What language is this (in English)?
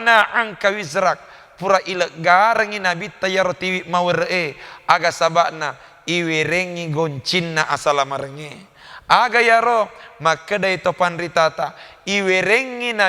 Buginese